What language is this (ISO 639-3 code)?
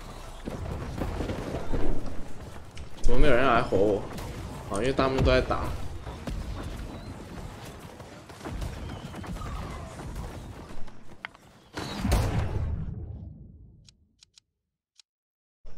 zho